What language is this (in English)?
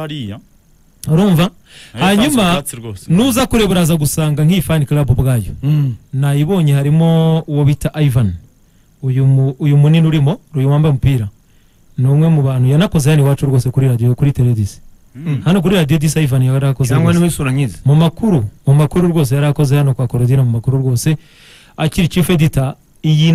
Kinyarwanda